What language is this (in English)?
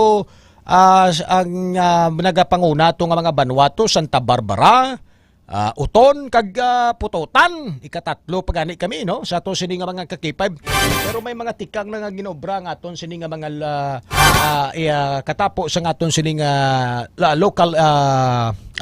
Hiligaynon